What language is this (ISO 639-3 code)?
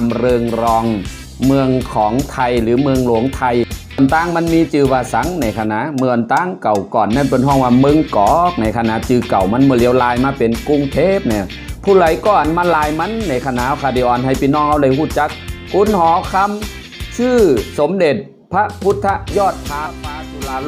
shn